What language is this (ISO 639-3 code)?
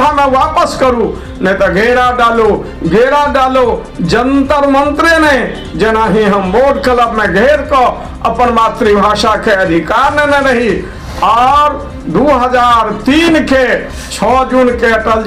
mai